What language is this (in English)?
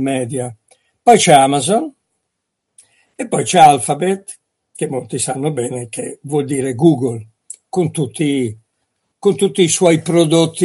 Italian